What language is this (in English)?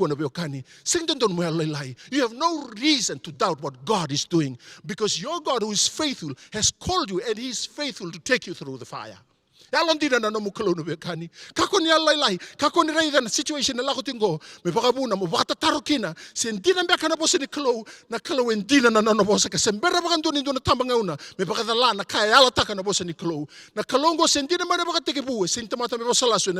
Fijian